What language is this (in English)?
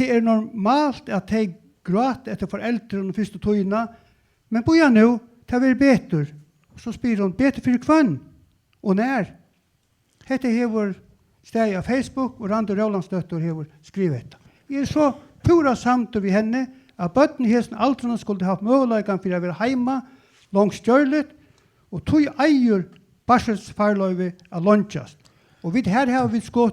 Faroese